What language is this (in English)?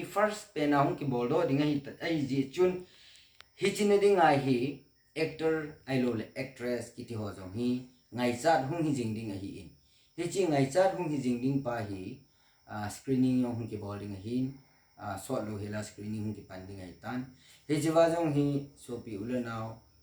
Thado Chin